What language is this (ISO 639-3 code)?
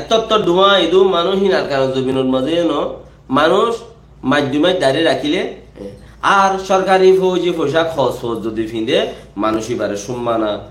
rhg